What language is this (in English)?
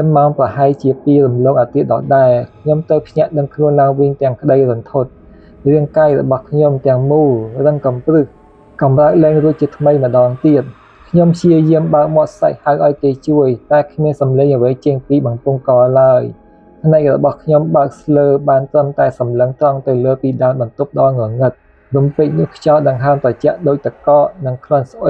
Khmer